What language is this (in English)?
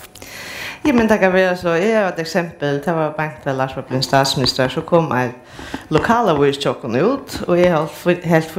Faroese